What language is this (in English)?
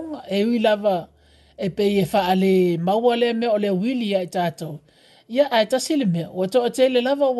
Samoan